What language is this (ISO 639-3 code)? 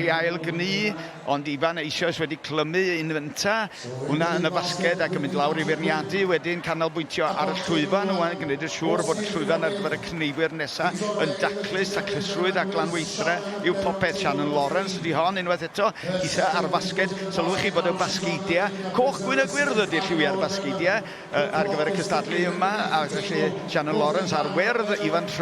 cym